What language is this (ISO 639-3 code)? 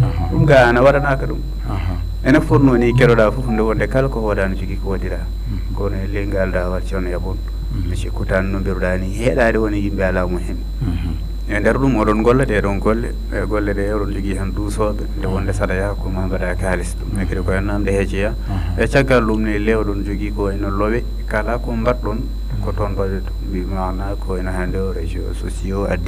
ful